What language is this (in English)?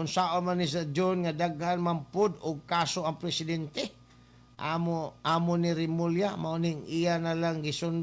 Cebuano